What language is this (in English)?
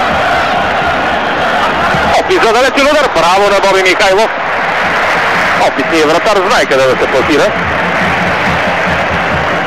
Bulgarian